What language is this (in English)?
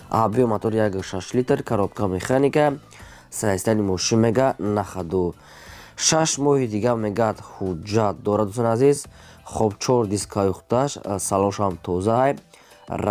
Tajik